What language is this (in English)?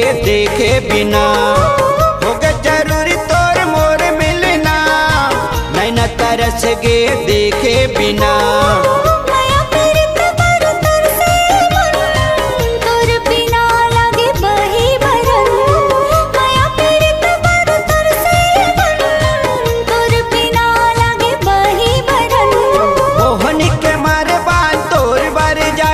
Chhattisgarhi